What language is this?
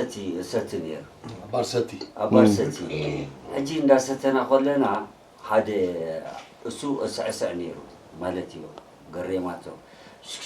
Tigrinya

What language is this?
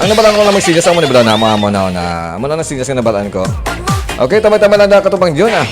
Hiligaynon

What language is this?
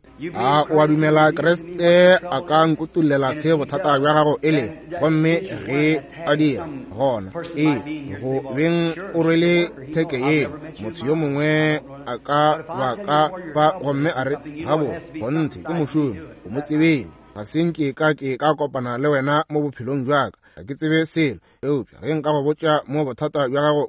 Northern Sotho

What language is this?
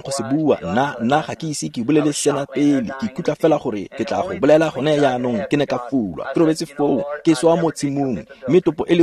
Tswana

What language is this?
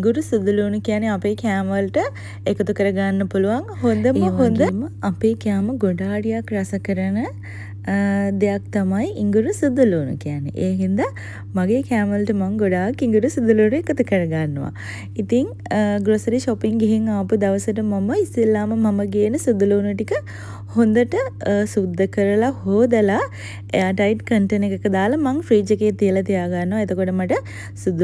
Sinhala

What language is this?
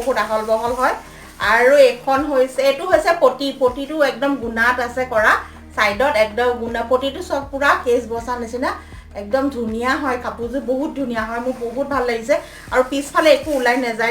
Assamese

